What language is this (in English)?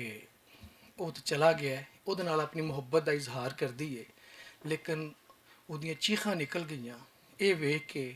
Western Panjabi